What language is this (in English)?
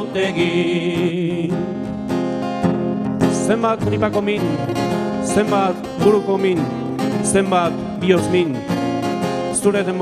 Basque